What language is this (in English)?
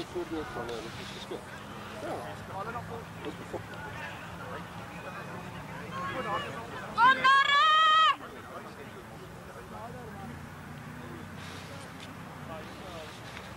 Afrikaans